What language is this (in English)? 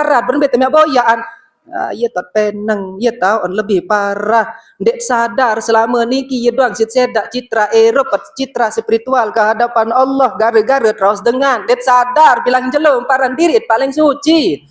Sasak